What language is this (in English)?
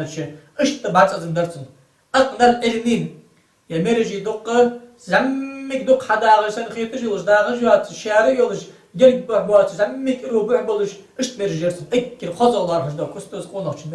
Ingush